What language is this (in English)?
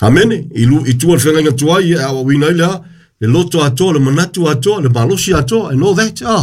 Samoan